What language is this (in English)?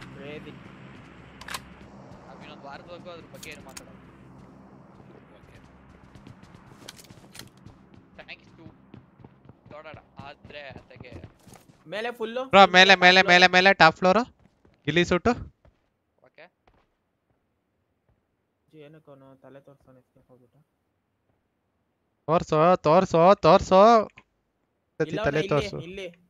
Kannada